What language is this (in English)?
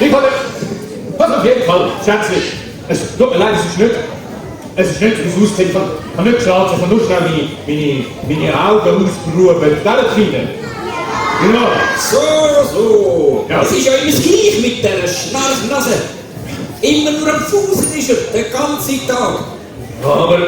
Swiss German